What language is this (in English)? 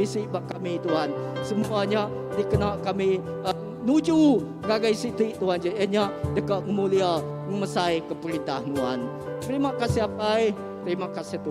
Iban